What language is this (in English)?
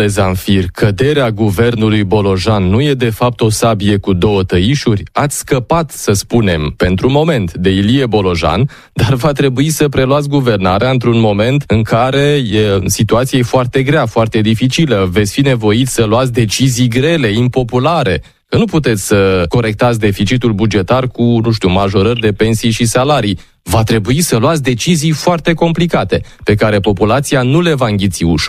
Romanian